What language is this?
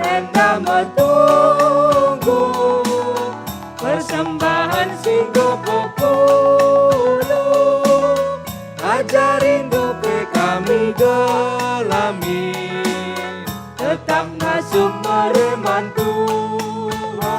Batak Karo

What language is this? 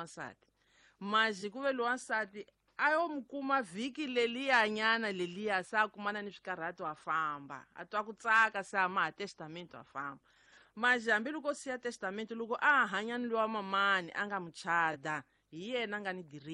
Tsonga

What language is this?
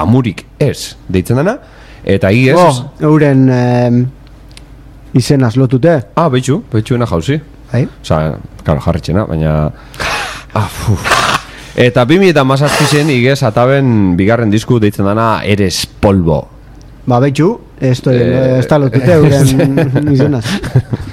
Basque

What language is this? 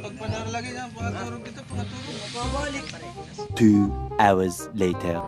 Waray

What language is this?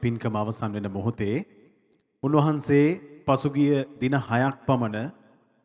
Sinhala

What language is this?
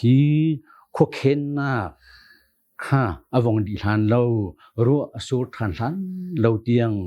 Hakha Chin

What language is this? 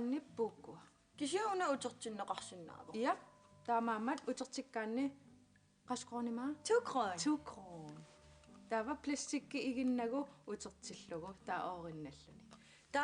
Kalaallisut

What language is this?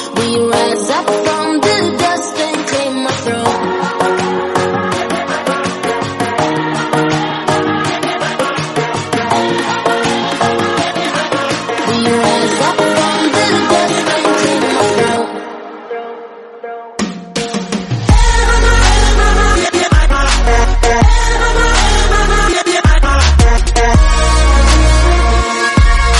English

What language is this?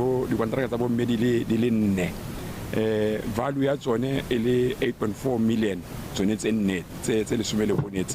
Tswana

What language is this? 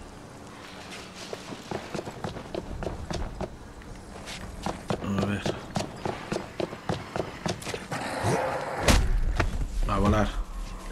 Spanish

